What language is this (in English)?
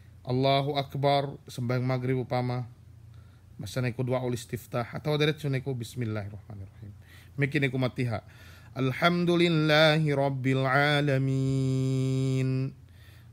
Yakan